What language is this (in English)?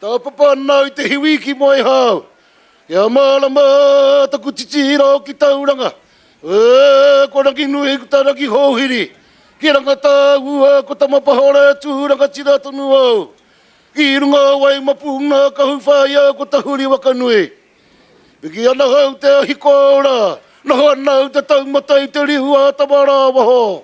Māori